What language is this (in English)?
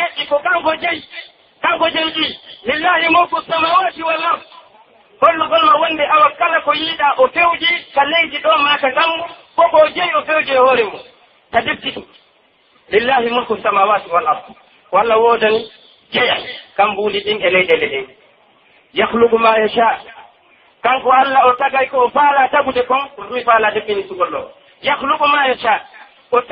Pular